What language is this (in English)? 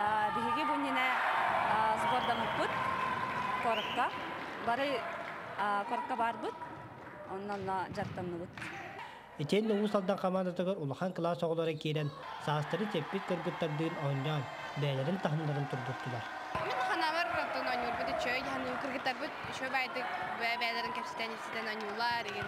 Yakut